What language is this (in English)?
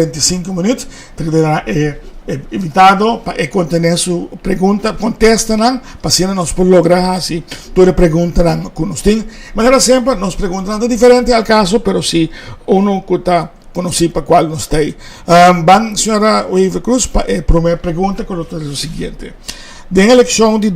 Papiamento